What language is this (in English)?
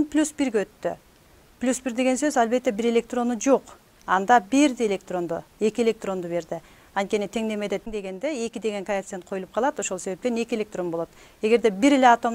Kyrgyz